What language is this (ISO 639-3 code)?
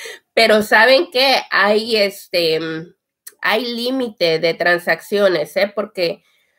spa